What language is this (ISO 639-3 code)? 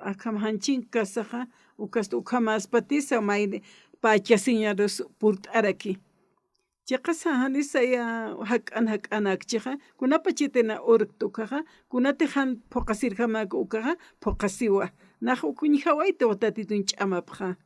aym